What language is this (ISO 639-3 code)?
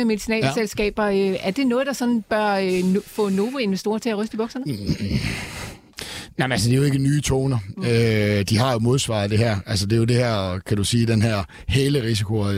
dan